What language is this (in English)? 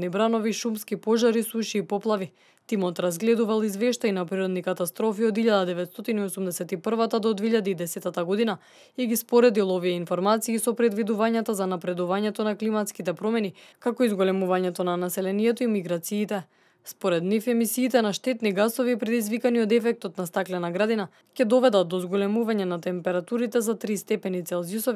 Macedonian